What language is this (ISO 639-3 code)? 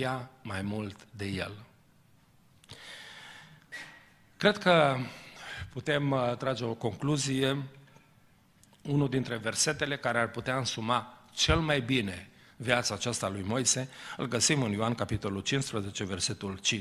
ron